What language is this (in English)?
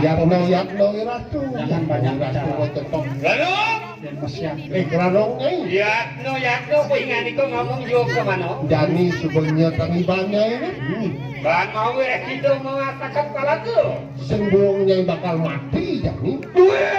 Balinese